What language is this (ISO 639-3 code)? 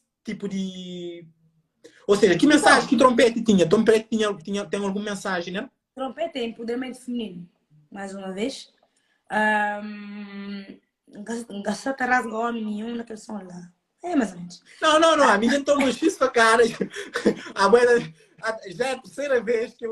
kea